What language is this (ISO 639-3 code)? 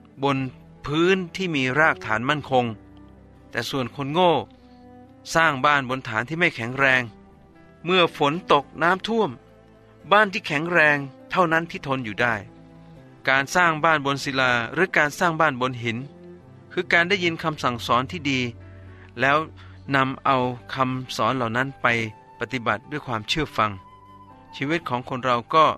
tha